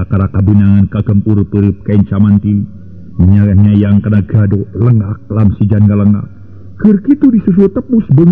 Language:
Sundanese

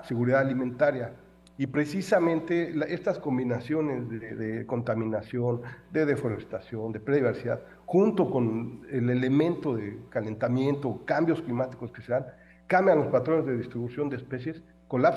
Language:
Spanish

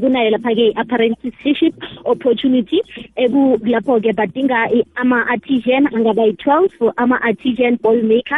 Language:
South Ndebele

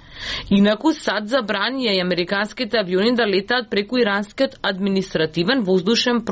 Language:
Macedonian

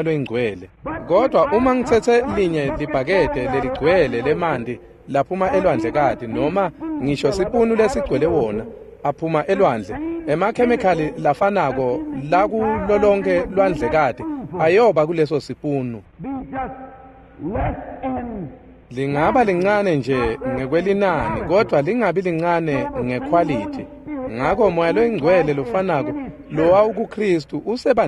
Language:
Swati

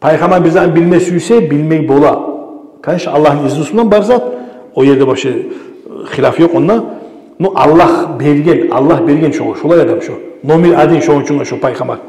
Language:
Kumyk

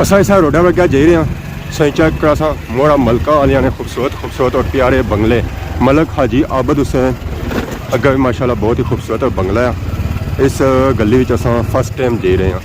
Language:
Pahari-Potwari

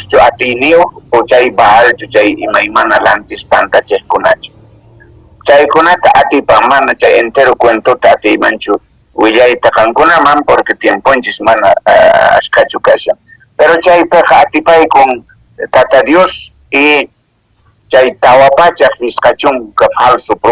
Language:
Quechua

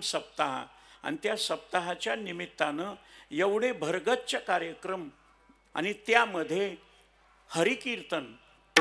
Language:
Marathi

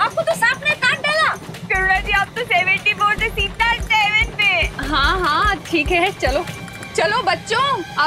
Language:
Hindi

